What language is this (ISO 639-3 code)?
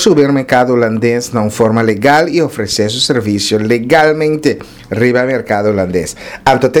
pap